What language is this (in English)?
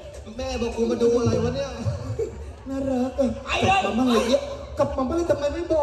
Thai